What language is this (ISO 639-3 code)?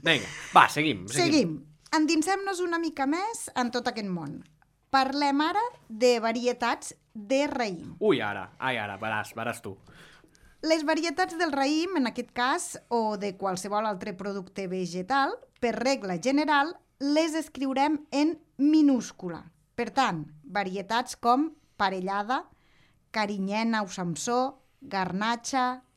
cat